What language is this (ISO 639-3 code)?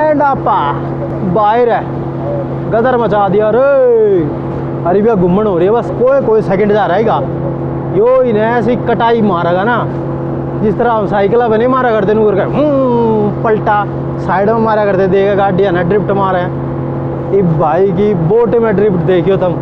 bgc